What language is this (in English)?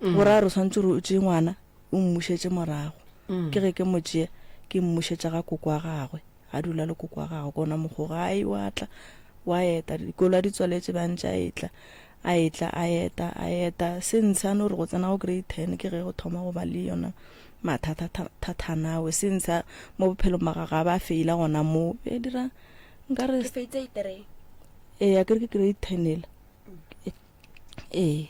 Northern Sotho